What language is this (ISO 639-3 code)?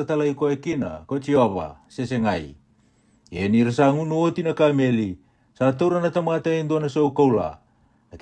fij